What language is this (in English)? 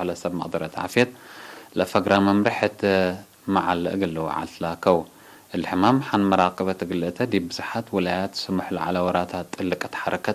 Tigre